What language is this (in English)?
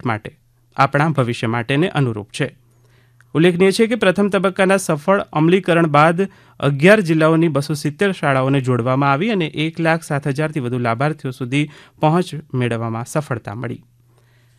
Gujarati